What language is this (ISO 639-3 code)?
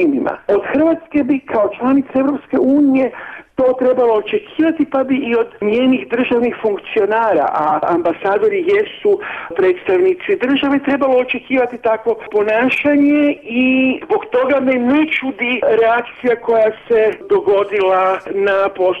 hrv